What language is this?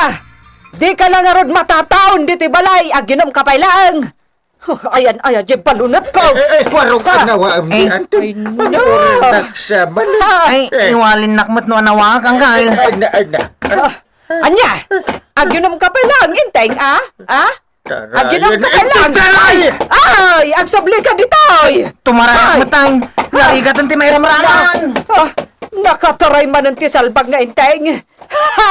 Iloko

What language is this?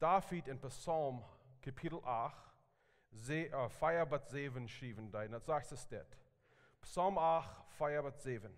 Plautdietsch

